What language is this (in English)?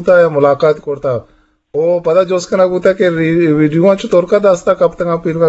Eastern Balochi